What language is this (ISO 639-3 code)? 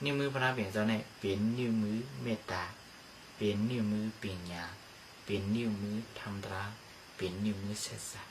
shn